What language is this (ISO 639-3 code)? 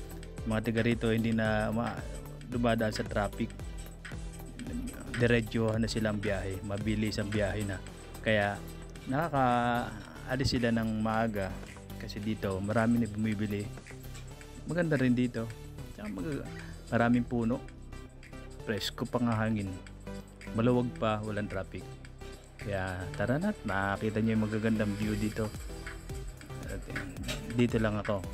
fil